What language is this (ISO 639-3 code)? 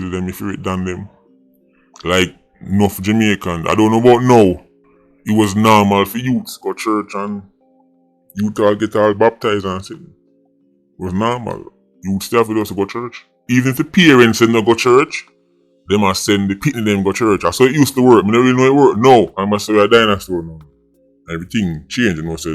jam